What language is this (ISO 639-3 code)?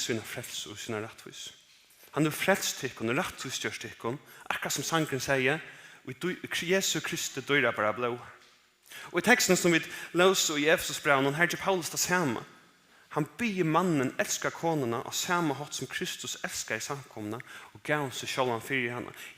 fao